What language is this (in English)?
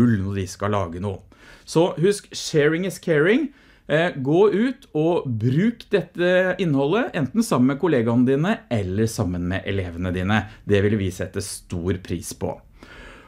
Norwegian